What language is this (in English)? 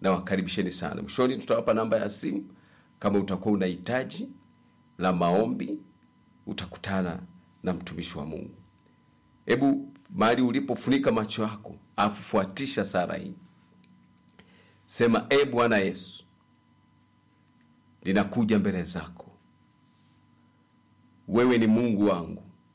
Swahili